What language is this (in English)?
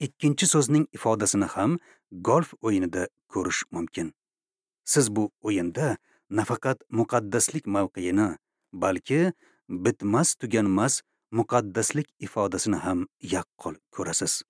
Uzbek